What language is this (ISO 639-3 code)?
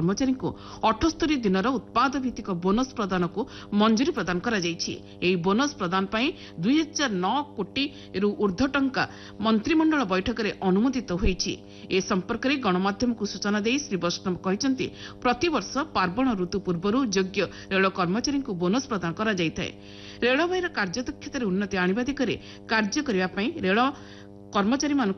ori